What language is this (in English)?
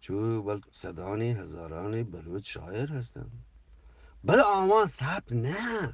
Eastern Balochi